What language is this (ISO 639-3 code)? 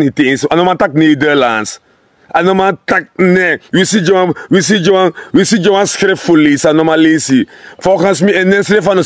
srn